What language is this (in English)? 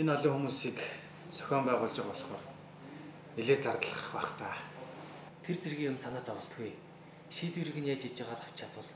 Mongolian